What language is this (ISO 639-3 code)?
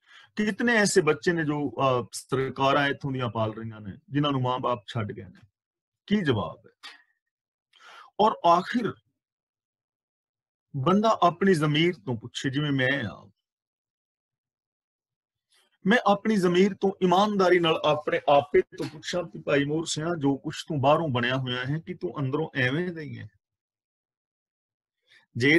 pan